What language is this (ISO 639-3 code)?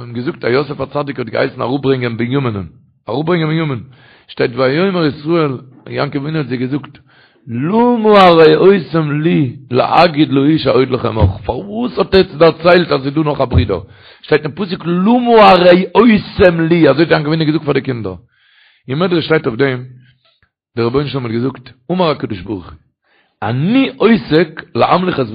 yid